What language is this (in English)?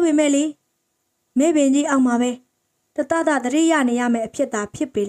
Burmese